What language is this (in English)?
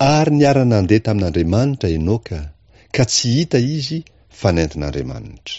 Malagasy